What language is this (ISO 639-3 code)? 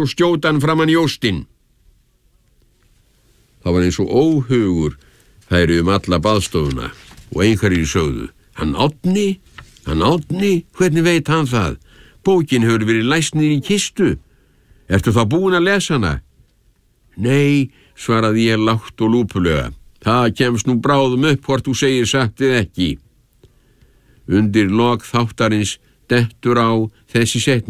isl